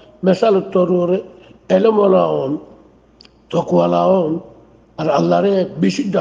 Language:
Rohingya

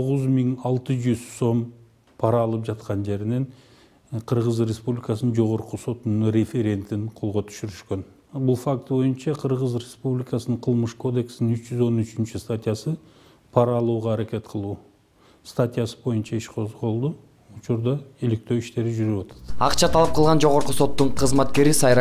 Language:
Kyrgyz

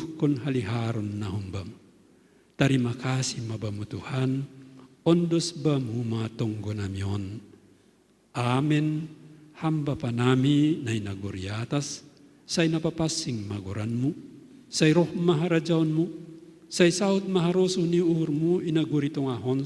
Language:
Batak Simalungun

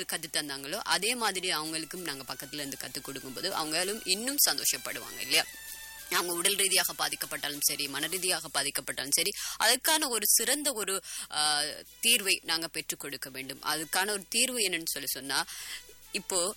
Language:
Tamil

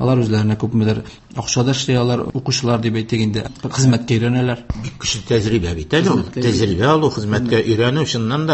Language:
Tatar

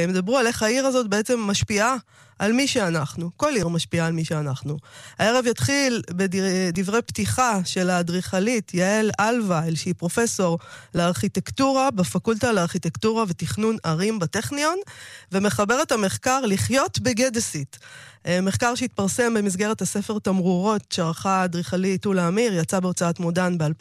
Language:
Hebrew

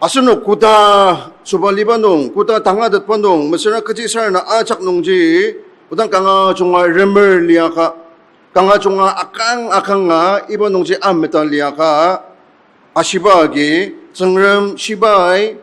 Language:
Ao Naga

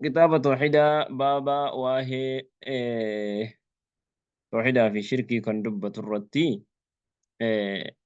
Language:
Oromo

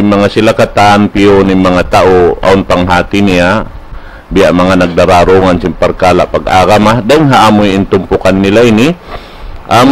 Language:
Tausug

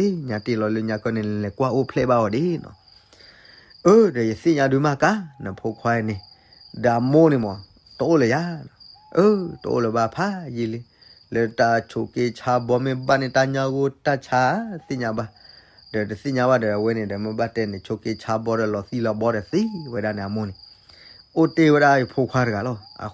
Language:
S'gaw Karen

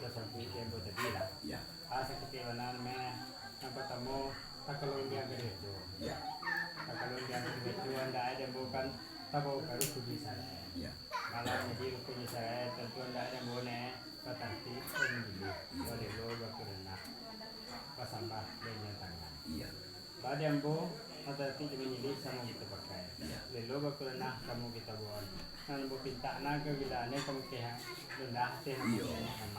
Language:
Minangkabau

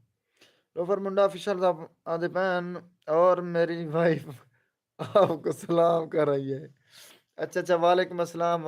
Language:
Saraiki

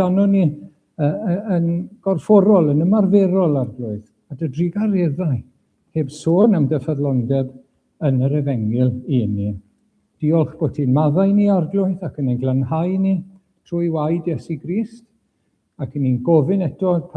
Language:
Welsh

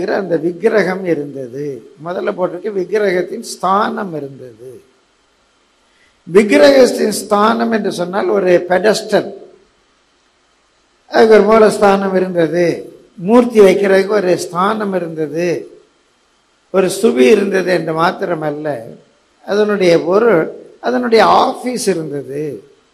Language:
Tamil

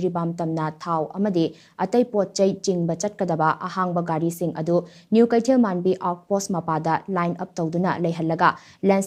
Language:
Manipuri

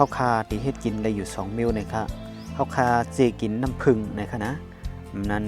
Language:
Shan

